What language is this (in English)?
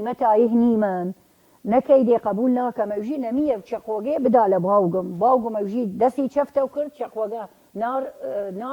Southern Kurdish